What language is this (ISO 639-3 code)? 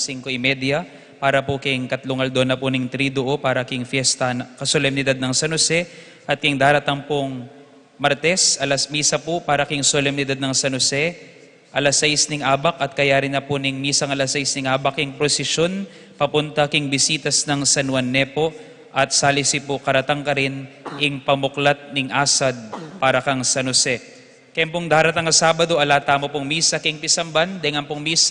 pam